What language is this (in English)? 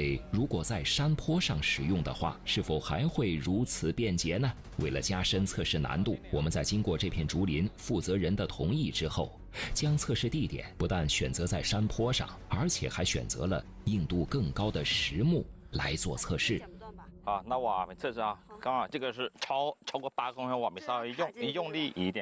Chinese